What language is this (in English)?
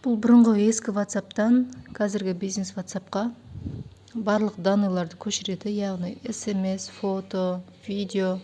Kazakh